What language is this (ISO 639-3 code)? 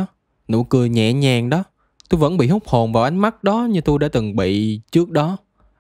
vie